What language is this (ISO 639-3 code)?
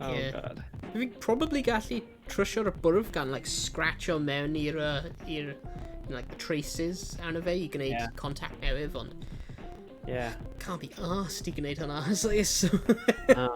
cym